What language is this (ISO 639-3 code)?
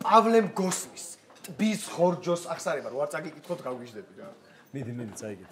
kat